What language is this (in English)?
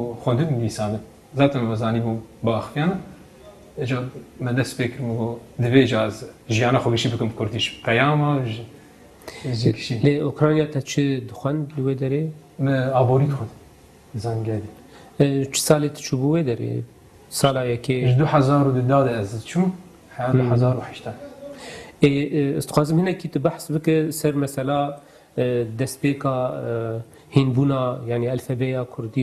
Kurdish